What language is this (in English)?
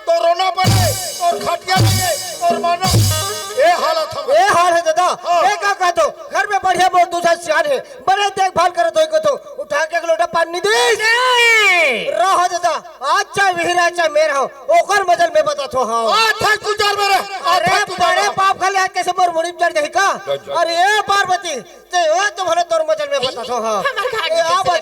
Chhattisgarhi